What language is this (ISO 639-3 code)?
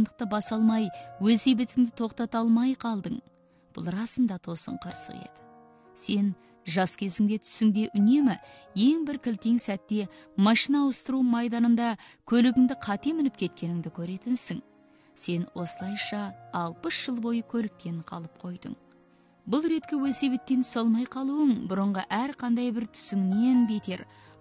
kaz